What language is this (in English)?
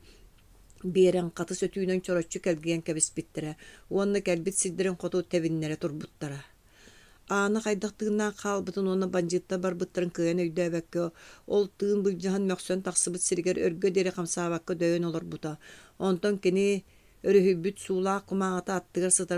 Yakut